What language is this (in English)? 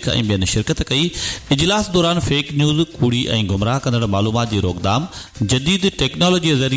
Sindhi